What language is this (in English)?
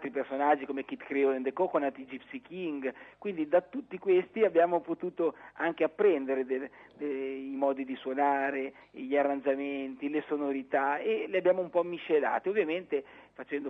Italian